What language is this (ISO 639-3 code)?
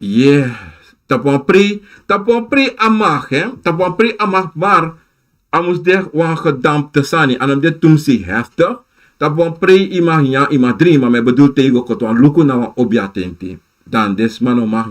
srn